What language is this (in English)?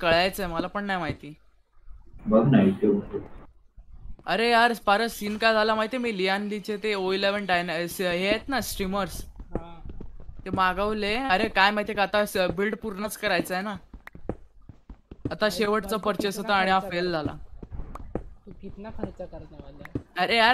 Marathi